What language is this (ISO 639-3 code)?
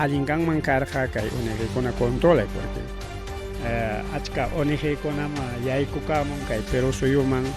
quy